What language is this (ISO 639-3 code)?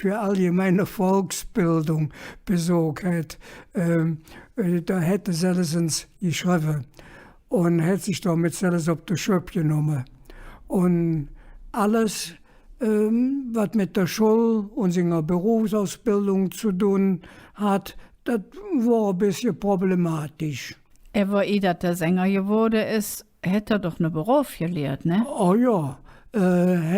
ksh